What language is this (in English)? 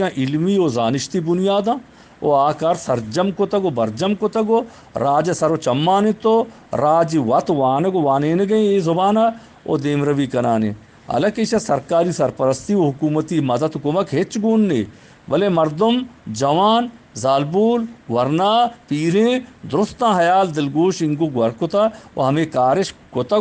Eastern Balochi